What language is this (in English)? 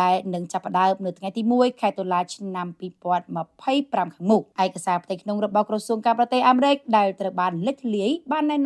Khmer